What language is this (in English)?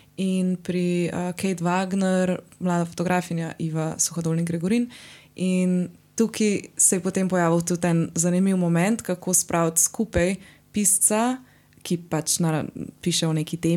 Slovenian